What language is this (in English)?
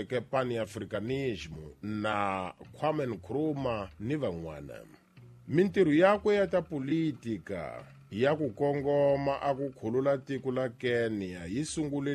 Tsonga